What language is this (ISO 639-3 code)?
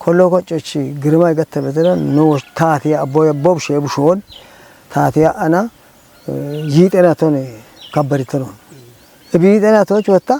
kbr